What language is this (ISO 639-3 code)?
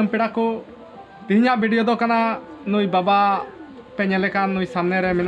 sat